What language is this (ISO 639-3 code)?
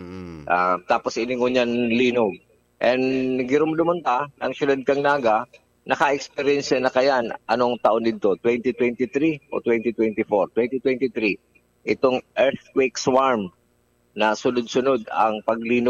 bik